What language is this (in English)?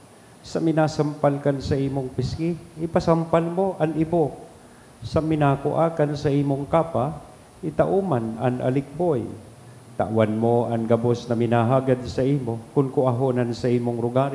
Bikol